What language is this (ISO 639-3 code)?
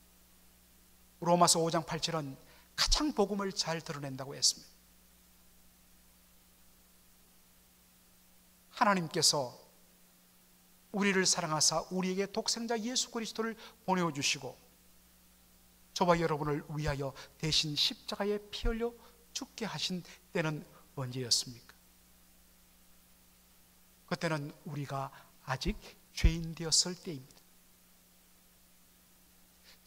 kor